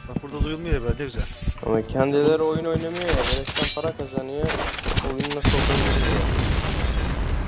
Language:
Turkish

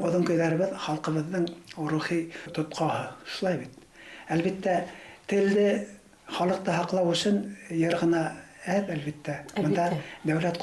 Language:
Bashkir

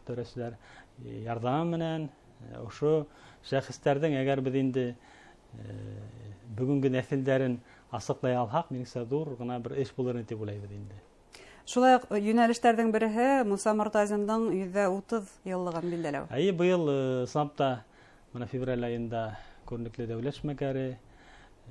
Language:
Bashkir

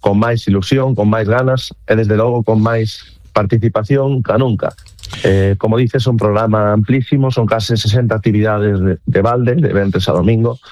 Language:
Galician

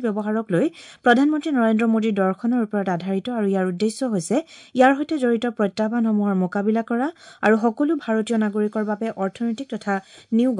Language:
Assamese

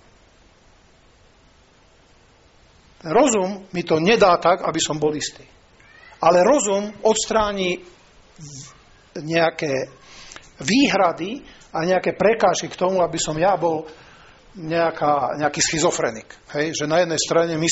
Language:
Slovak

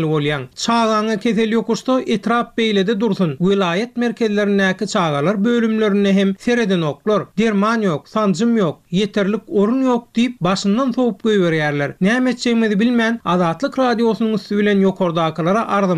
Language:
Turkmen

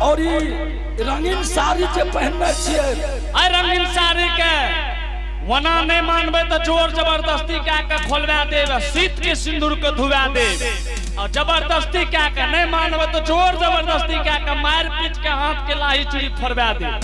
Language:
Angika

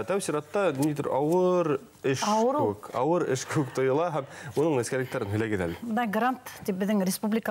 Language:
Bashkir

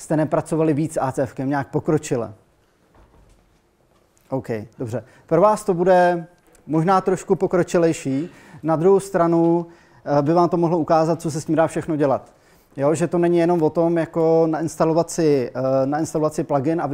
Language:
Czech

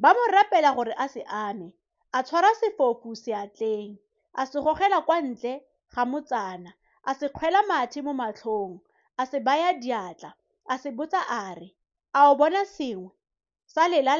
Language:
Tswana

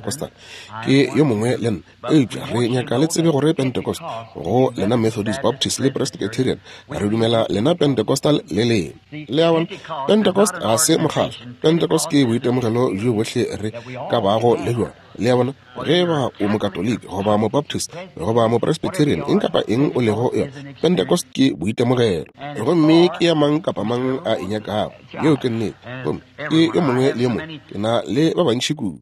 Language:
Northern Sotho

